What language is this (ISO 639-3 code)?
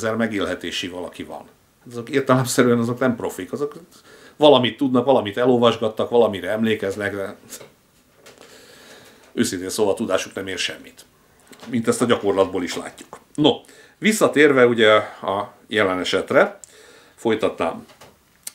hun